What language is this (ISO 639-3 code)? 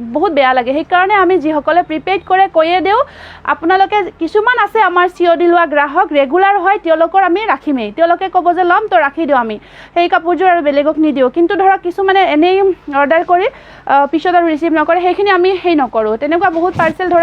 asm